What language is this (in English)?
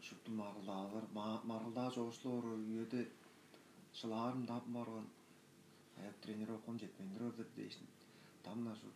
Tuvinian